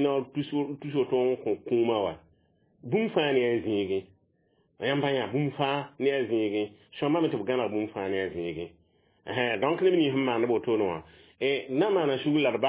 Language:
Mossi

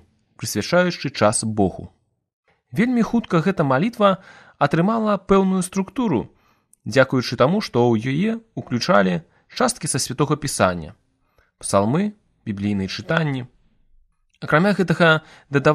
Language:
Belarusian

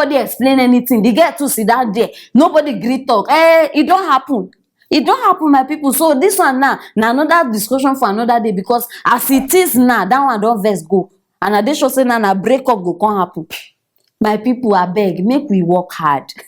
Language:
Nigerian Pidgin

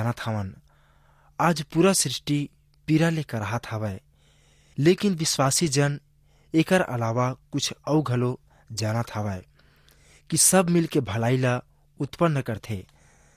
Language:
Chhattisgarhi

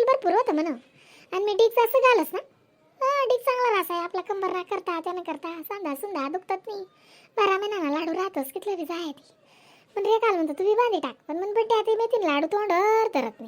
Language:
Khandesi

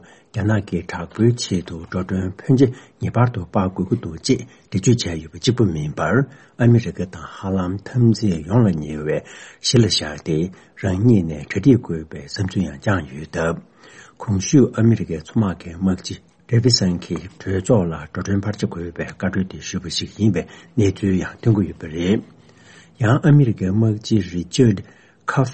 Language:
Tibetan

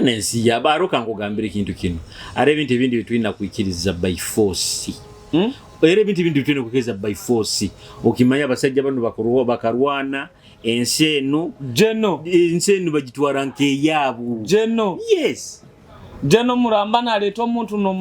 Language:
Nyoro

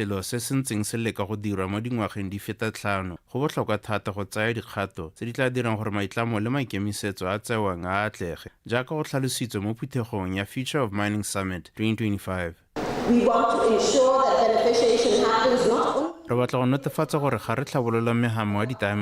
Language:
Tswana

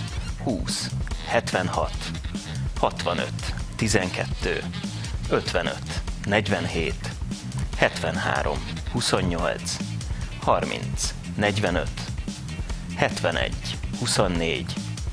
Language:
Hungarian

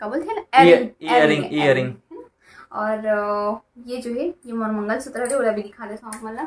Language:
Chhattisgarhi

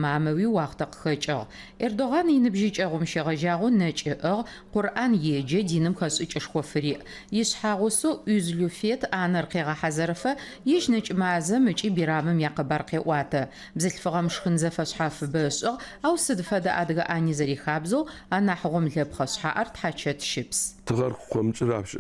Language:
Adyghe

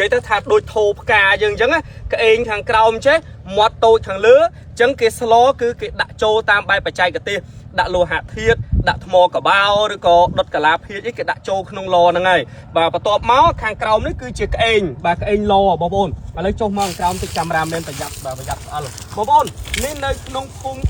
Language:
Khmer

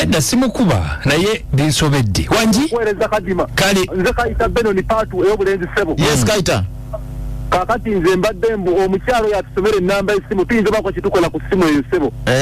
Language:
Ganda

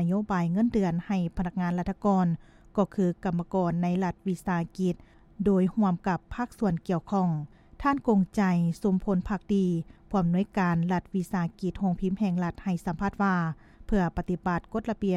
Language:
Lao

